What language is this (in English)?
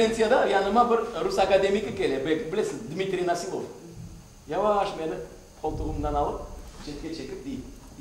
Crimean Tatar